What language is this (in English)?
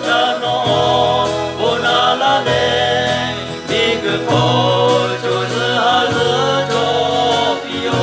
Lahu